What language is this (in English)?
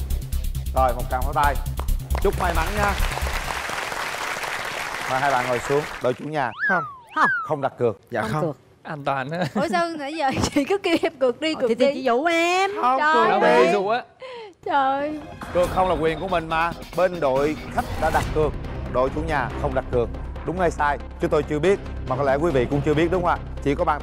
Vietnamese